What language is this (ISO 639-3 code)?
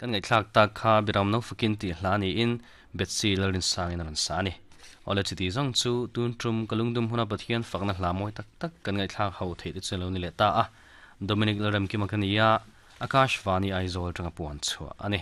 lus